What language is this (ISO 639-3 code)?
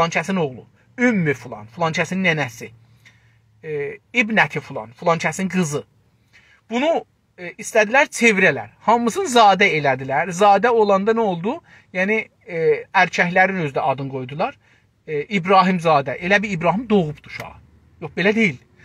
azb